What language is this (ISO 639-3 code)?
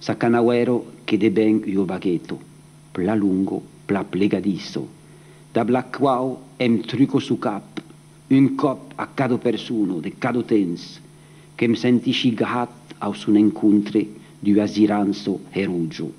oci